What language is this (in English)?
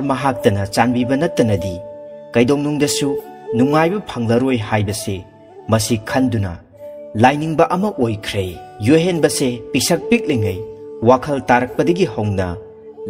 Manipuri